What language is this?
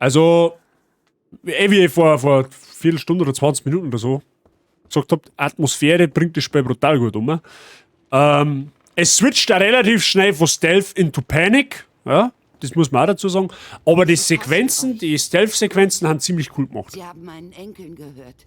Bavarian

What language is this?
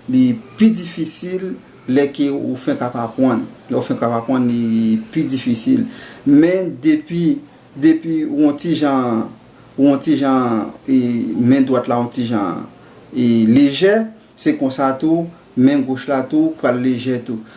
Haitian Creole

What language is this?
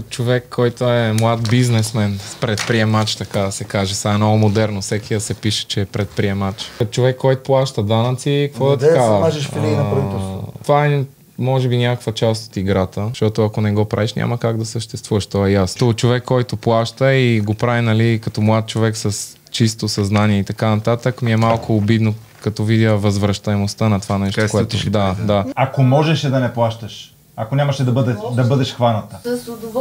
Bulgarian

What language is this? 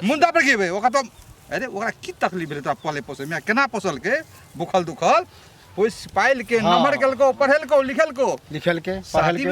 Maithili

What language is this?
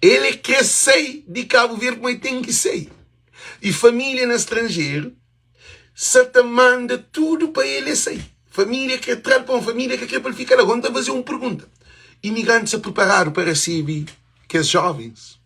Kabuverdianu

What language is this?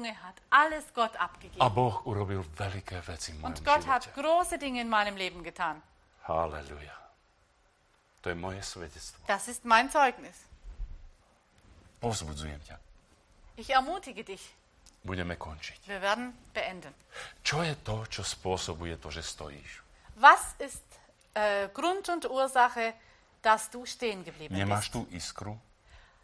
Slovak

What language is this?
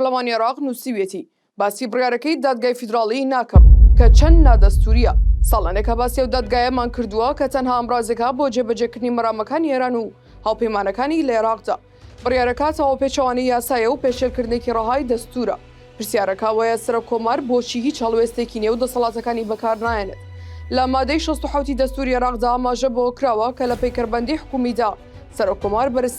Central Kurdish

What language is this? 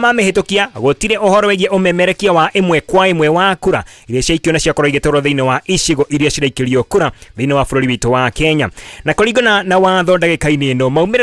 Kikuyu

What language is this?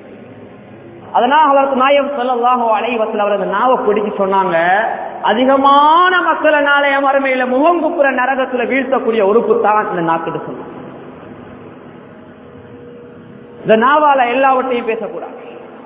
Tamil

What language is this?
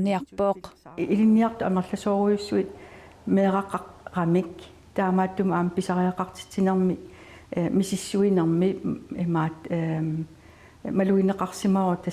Kalaallisut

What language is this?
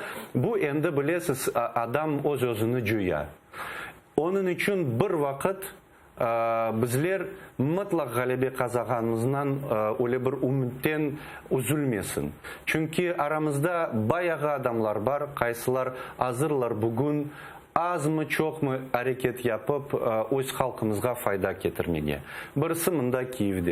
Crimean Tatar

